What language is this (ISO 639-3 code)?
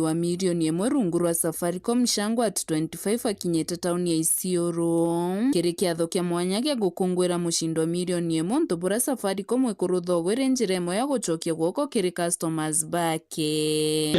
mer